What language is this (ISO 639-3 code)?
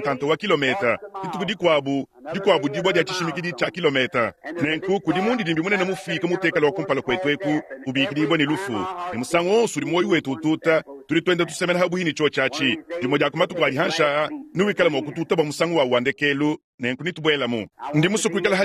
lua